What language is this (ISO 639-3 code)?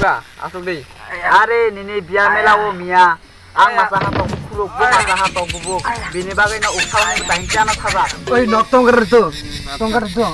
trp